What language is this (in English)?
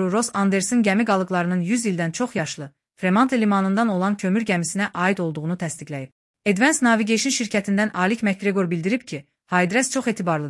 Azerbaijani